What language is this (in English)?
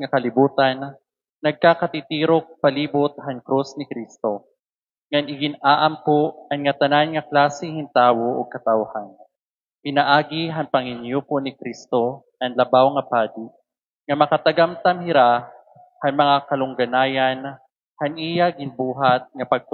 Waray